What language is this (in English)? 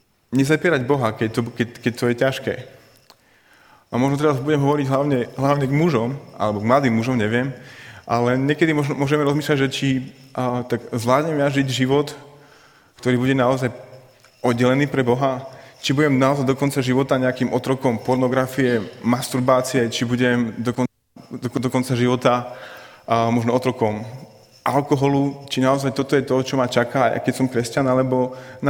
Slovak